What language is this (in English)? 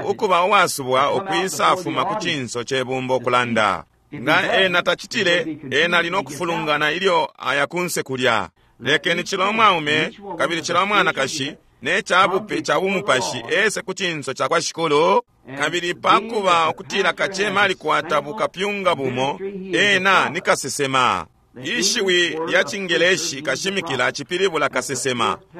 Bemba